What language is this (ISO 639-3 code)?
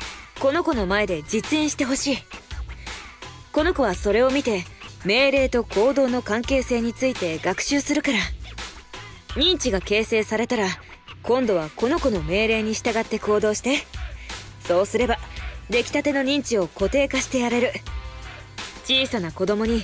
jpn